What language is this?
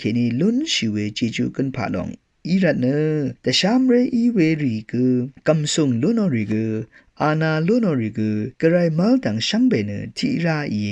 Rawang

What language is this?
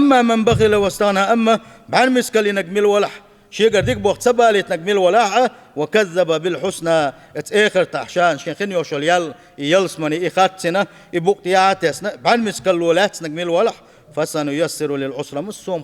Chechen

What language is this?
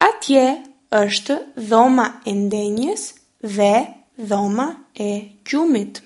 Albanian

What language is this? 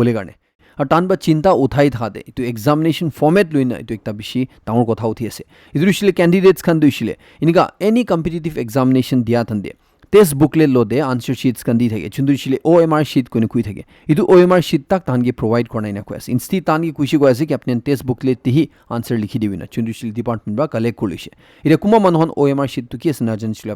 Naga Pidgin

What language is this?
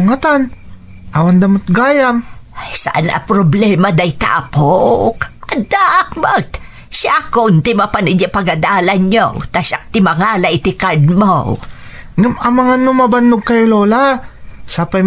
Iloko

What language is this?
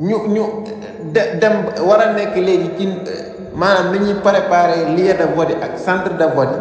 Wolof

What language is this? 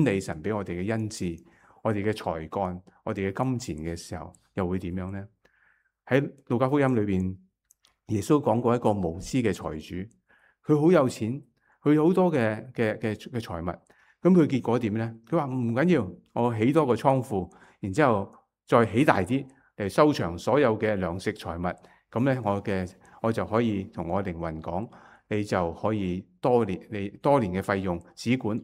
Cantonese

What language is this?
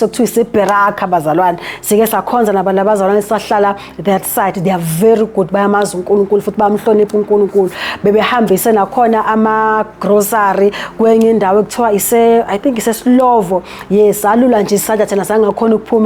Zulu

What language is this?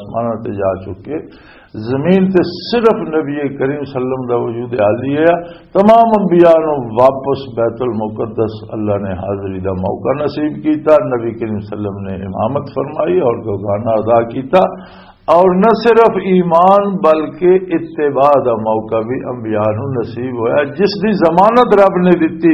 Western Panjabi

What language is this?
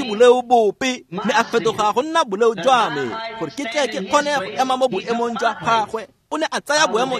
Tswana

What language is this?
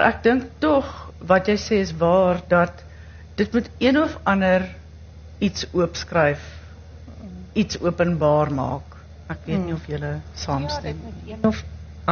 Afrikaans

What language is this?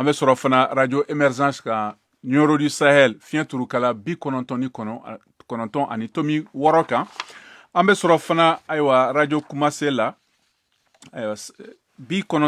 Bambara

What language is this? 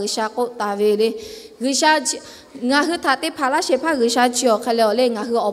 Lahu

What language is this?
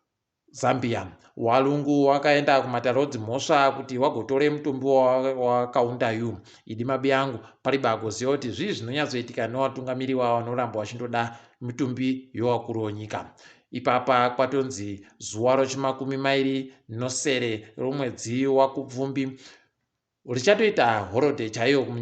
Ndau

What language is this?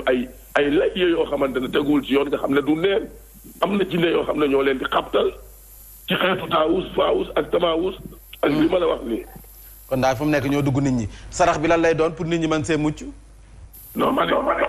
Wolof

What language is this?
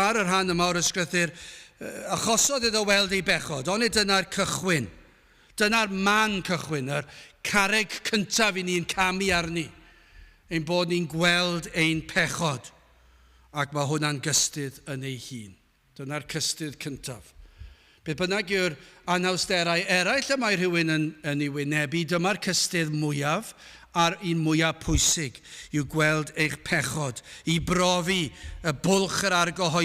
Welsh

